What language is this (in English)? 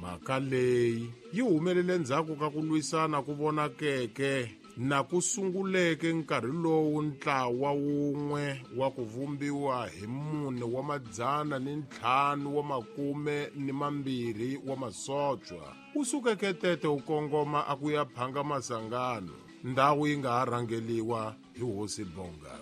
Tsonga